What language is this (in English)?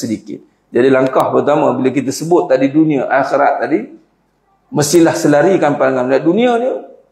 Malay